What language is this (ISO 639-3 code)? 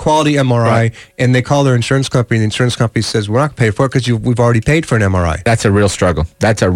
eng